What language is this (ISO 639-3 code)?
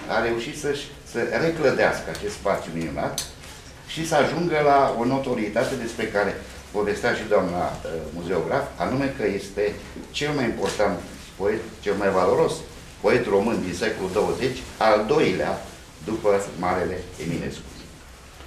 ron